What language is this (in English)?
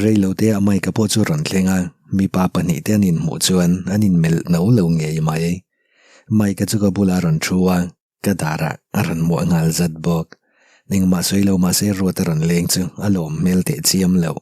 Mizo